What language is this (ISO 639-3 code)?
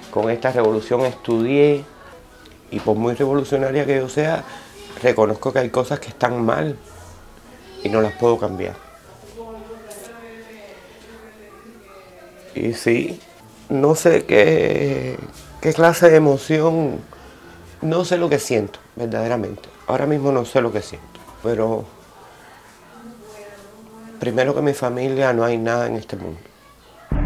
spa